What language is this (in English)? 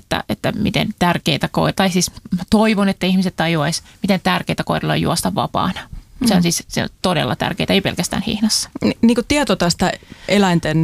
Finnish